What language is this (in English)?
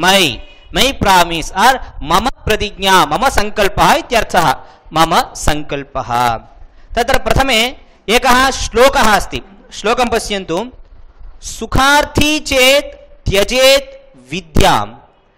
Sanskrit